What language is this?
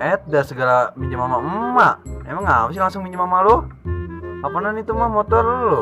Betawi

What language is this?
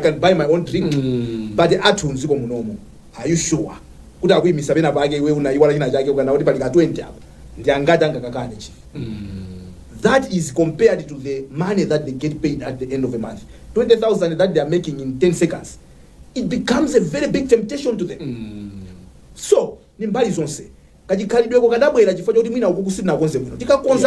Nyanja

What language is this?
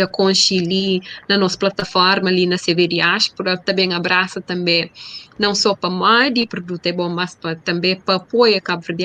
Kabuverdianu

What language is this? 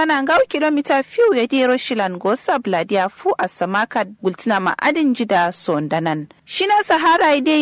Kanuri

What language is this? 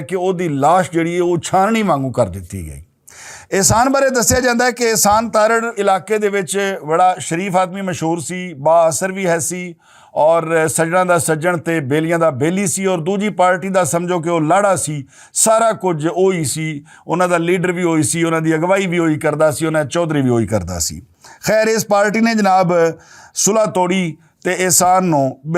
Western Panjabi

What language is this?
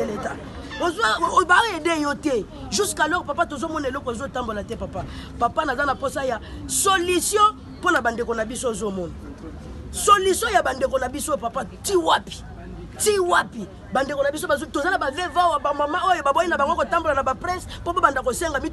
Lingala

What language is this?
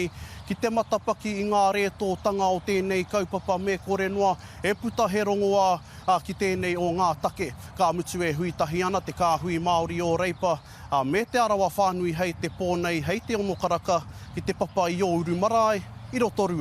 Māori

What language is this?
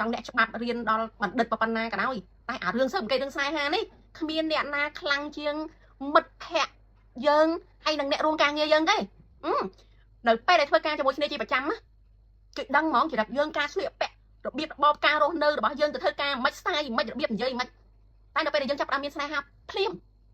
Khmer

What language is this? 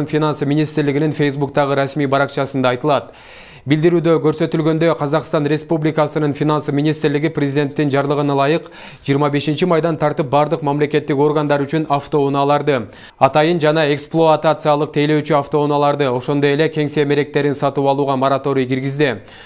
Kyrgyz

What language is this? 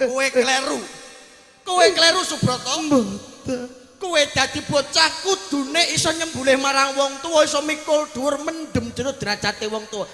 Javanese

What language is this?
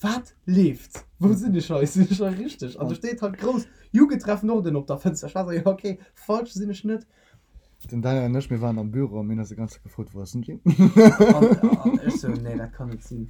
Luxembourgish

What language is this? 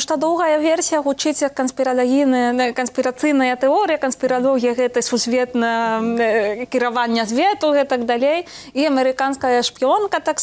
Belarusian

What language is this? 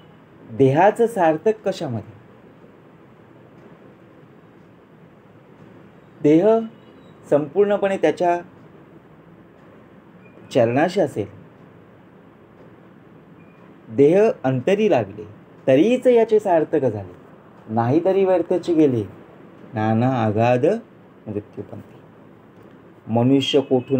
Marathi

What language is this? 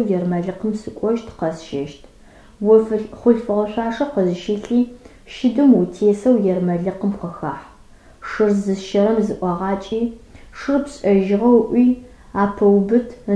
Adyghe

